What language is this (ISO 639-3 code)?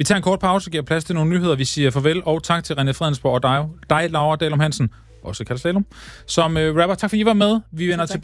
dan